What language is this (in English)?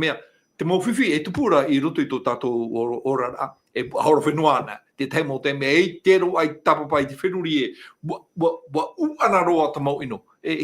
Tahitian